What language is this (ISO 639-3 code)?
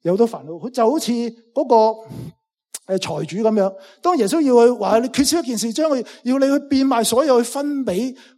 yue